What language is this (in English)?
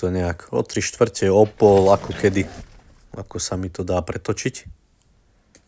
Slovak